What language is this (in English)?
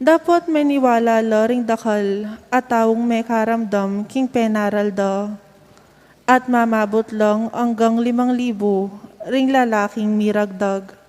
Pampanga